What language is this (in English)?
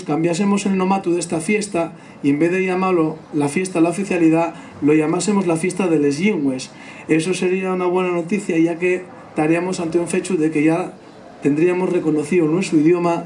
Asturian